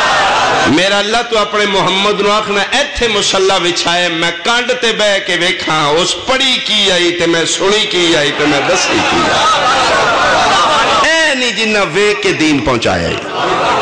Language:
Western Panjabi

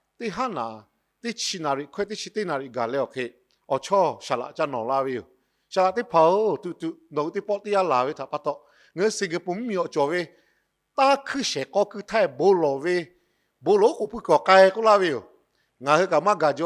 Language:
Lahu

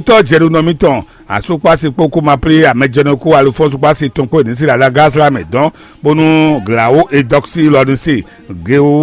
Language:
Fon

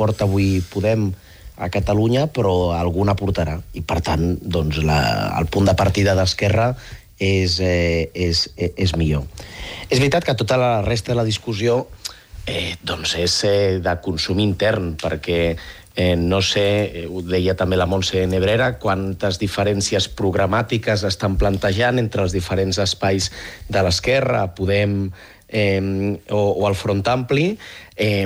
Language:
Catalan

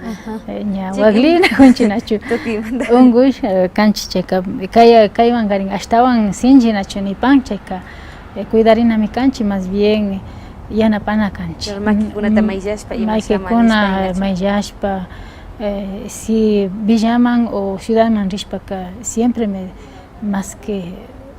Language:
Imbabura Highland Quichua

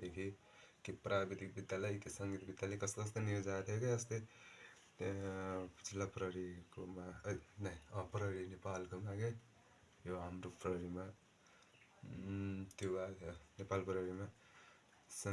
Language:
Nepali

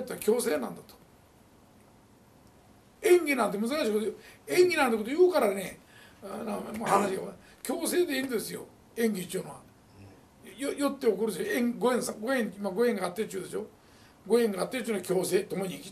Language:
Japanese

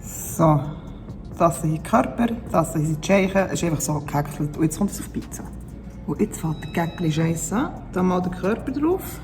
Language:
Swiss German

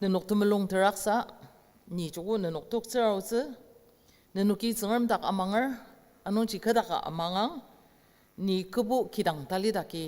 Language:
Ao Naga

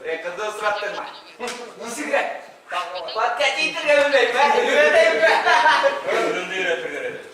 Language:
Bashkir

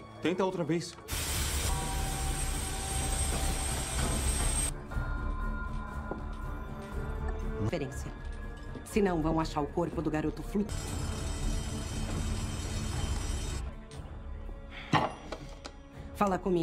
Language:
Portuguese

